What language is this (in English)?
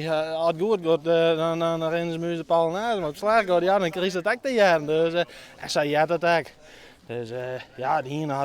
Western Frisian